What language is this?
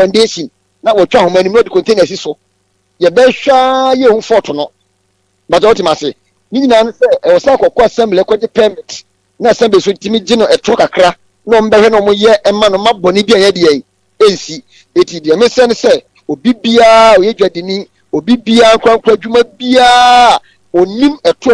Akan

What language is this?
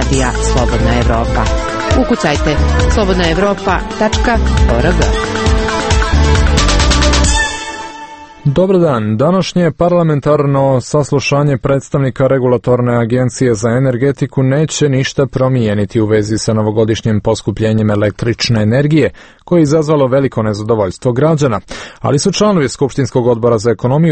Serbian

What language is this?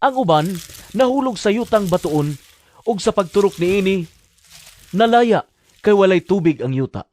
Cebuano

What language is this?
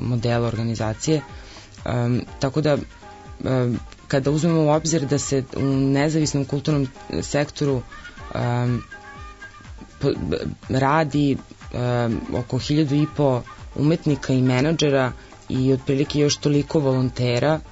Serbian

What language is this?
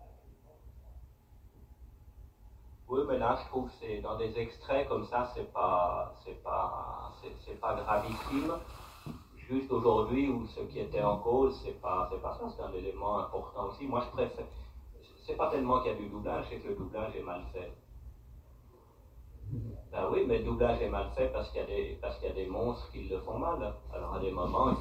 French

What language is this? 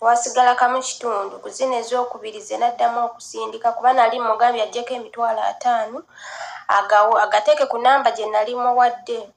Ganda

